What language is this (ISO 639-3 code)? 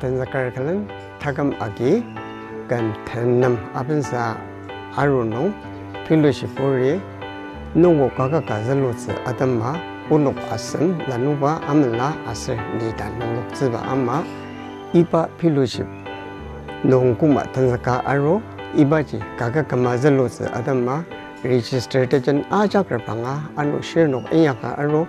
njo